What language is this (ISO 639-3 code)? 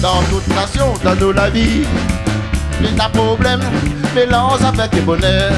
rcf